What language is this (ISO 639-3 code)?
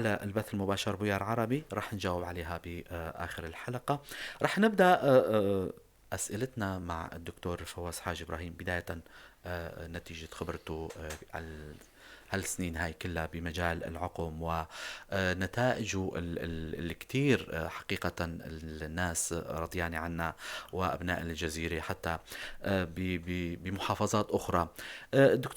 apc